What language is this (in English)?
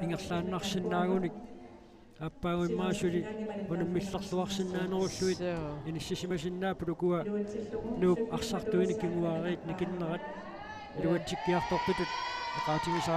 Kalaallisut